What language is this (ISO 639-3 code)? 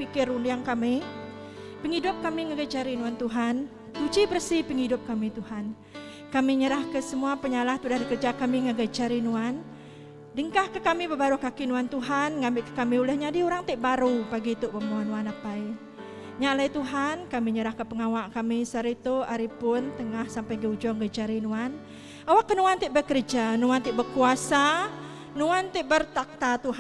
iba